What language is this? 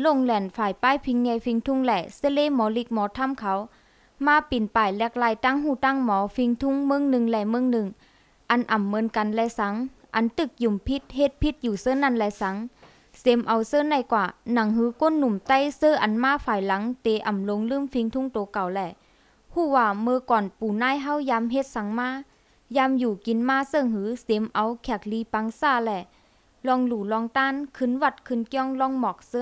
Shan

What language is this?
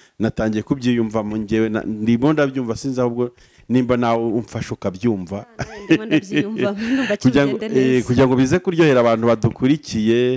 Kinyarwanda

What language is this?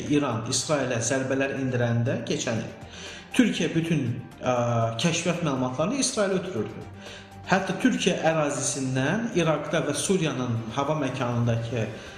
Azerbaijani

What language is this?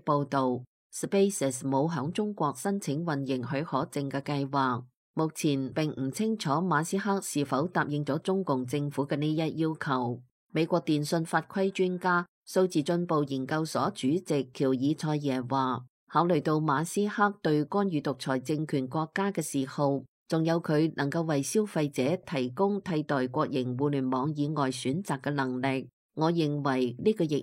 Cantonese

